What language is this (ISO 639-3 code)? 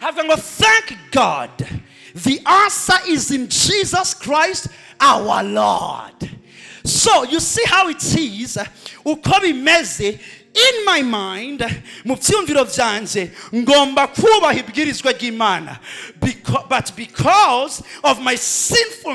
run